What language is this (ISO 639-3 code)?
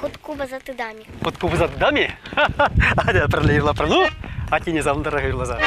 chv